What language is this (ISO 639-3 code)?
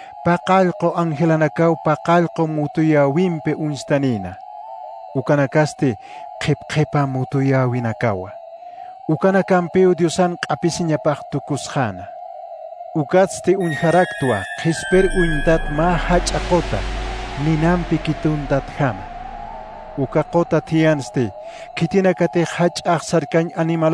aym